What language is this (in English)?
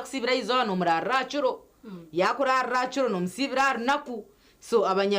Nyankole